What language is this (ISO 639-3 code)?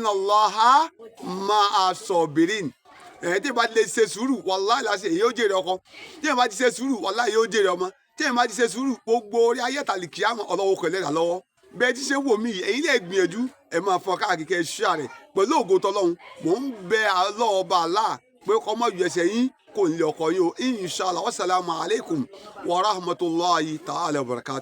yor